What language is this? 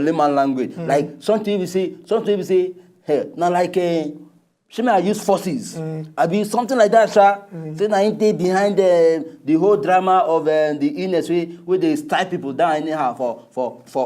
Nigerian Pidgin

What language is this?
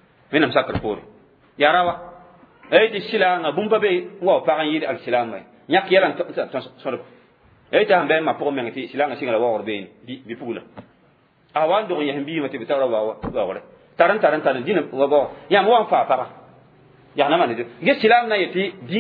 Mossi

